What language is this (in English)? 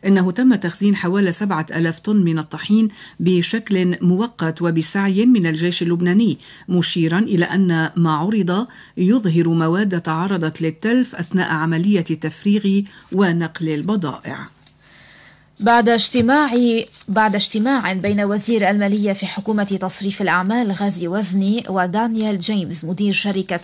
Arabic